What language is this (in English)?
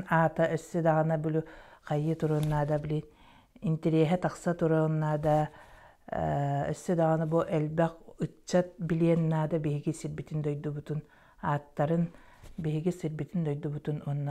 Yakut